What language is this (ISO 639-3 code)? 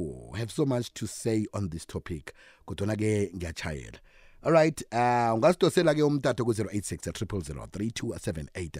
nbl